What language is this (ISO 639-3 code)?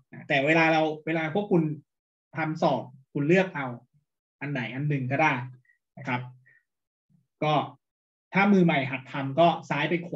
tha